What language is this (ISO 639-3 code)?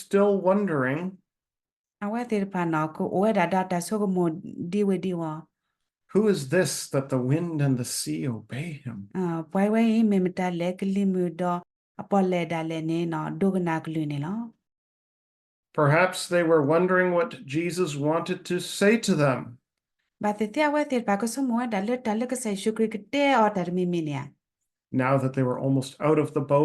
ksw